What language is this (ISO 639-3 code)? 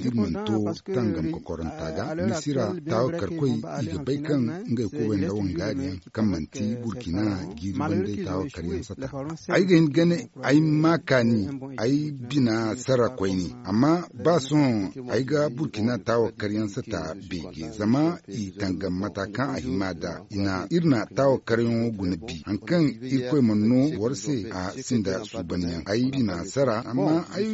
dje